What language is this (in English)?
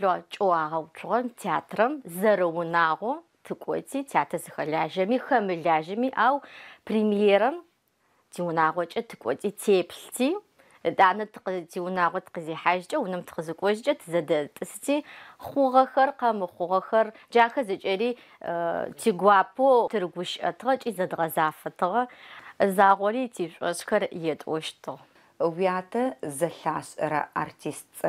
Adyghe